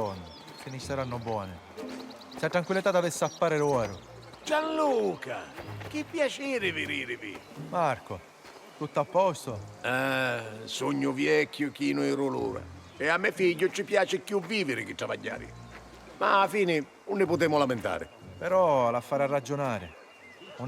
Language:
Sicilian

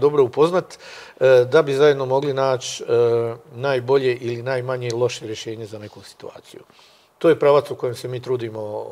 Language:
Croatian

